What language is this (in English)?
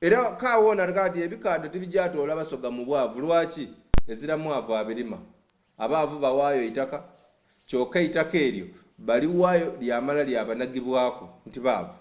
Soga